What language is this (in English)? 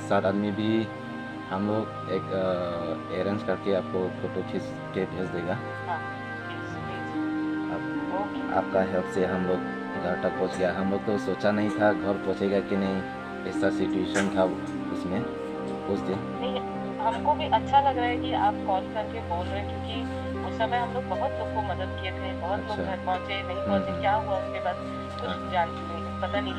Karbi